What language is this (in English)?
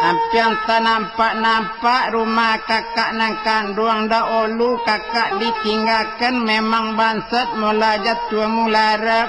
Minangkabau